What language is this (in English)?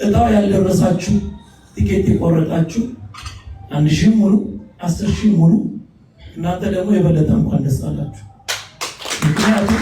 Amharic